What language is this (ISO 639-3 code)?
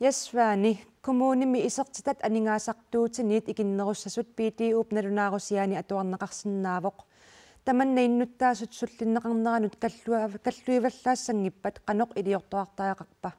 kal